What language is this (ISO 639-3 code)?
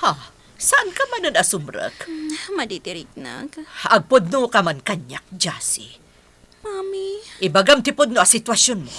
ilo